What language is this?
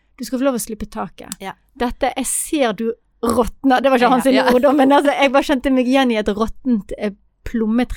Norwegian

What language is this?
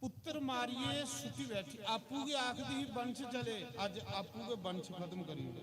Dogri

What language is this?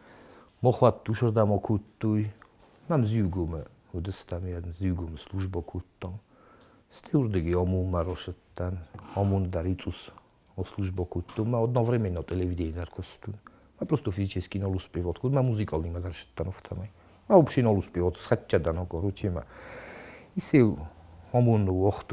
Ossetic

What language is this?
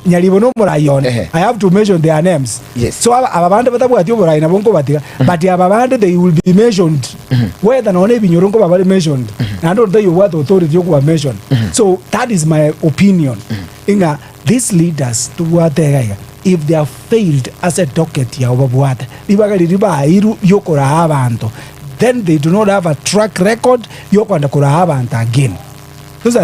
Gusii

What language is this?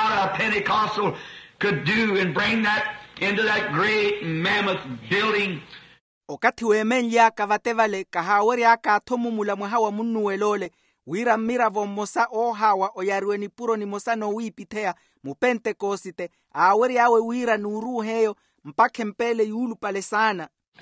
Makhuwa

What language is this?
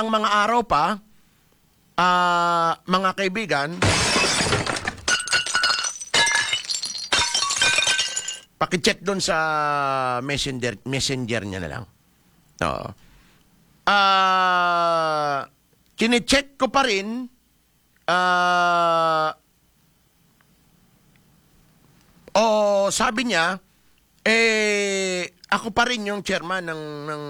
Filipino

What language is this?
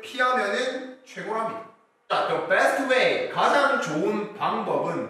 Korean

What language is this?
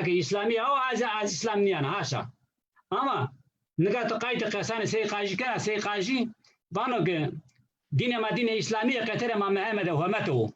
Zaza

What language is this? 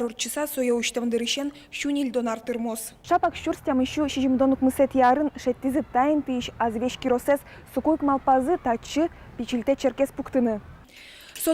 Udmurt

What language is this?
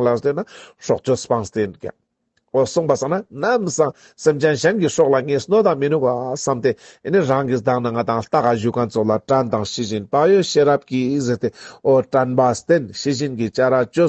Ladakhi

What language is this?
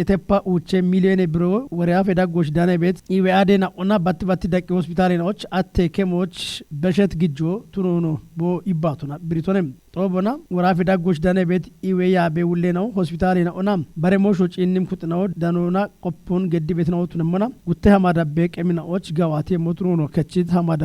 Kafa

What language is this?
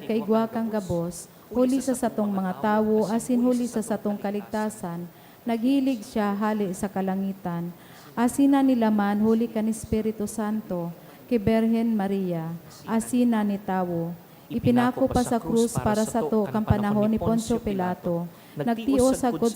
Bikol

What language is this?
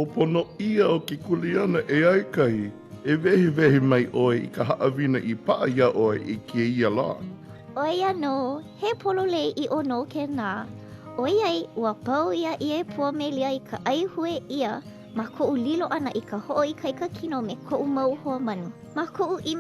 Hawaiian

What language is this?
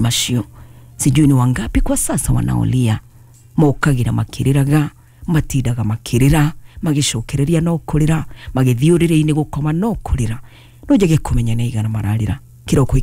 Kikuyu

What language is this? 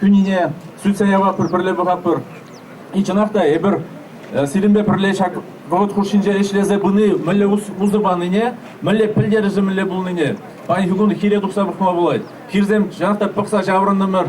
Chuvash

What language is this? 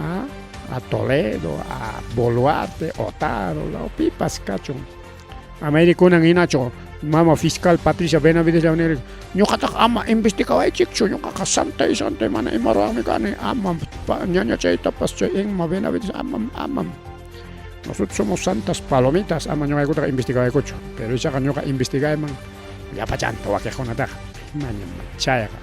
Ayacucho Quechua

